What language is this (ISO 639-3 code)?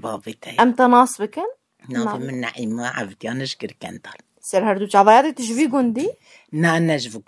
kur